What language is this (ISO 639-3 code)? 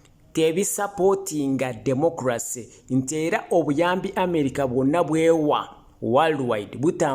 lug